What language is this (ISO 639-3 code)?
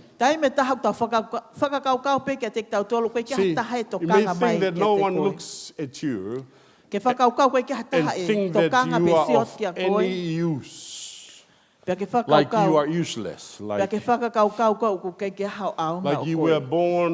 ton